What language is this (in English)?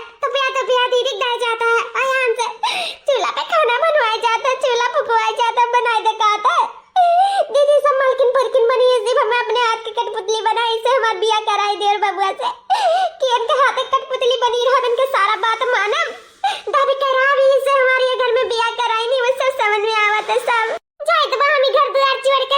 Awadhi